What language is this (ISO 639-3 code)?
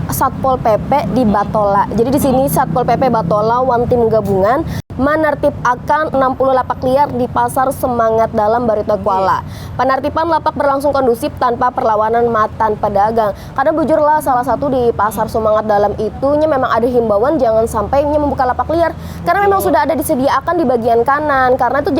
bjn